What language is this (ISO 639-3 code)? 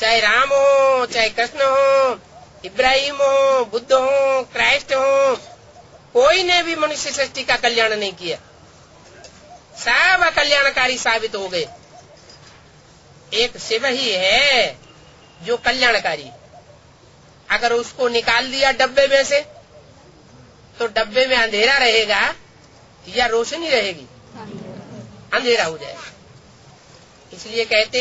hin